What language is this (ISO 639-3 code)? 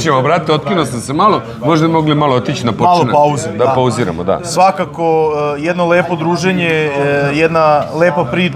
srp